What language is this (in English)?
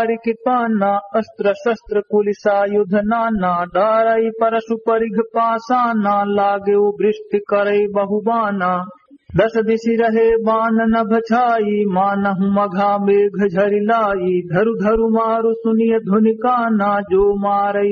Awadhi